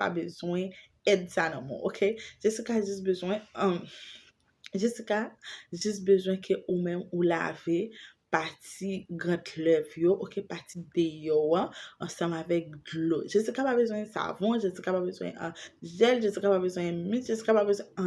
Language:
Haitian Creole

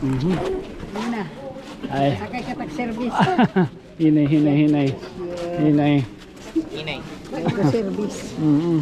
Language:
Waray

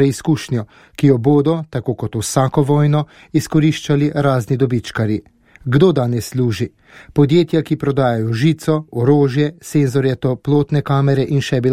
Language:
Slovenian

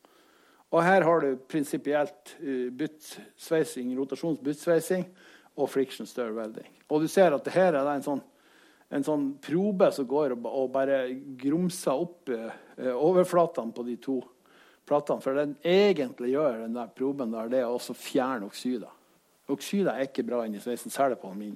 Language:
Norwegian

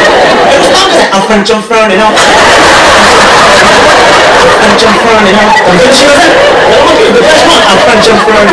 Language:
Hebrew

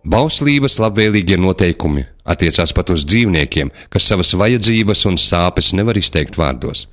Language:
Latvian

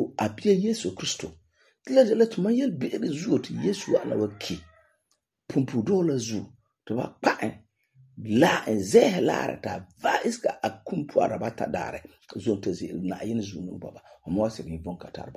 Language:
Frafra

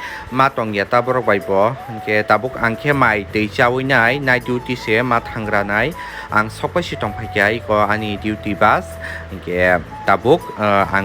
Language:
Kok Borok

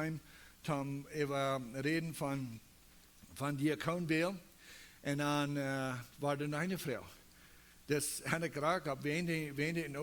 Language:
Plautdietsch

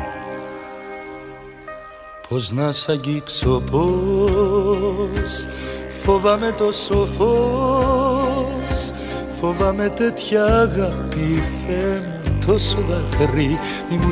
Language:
Greek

